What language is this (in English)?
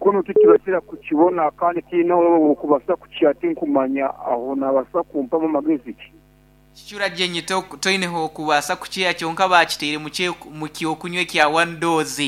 Nyankole